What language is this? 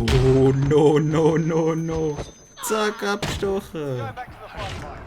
Swiss German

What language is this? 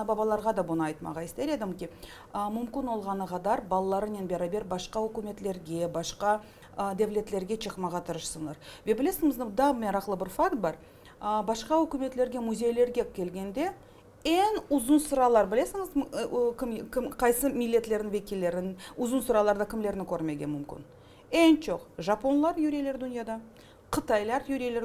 Crimean Tatar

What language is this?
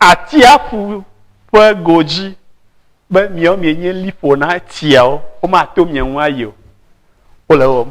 Ewe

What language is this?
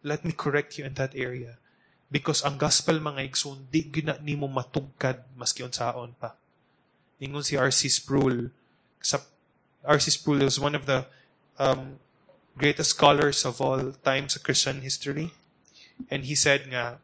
Cebuano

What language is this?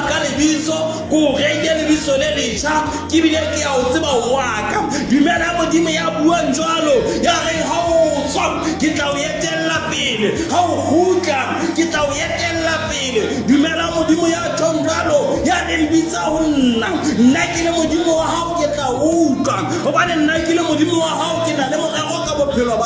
Southern Sotho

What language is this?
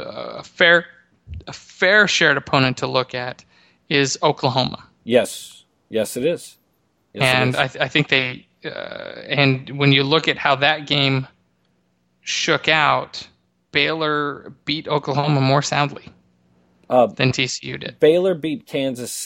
English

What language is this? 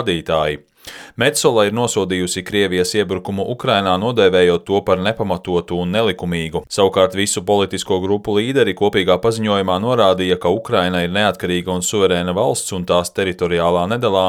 Latvian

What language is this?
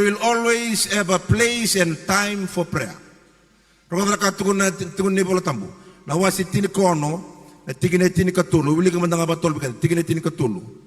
Fijian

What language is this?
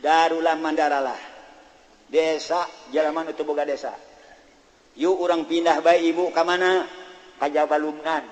Sundanese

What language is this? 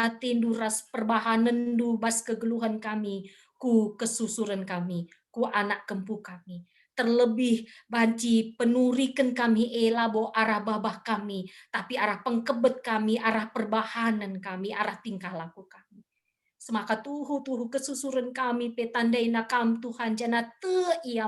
Batak Karo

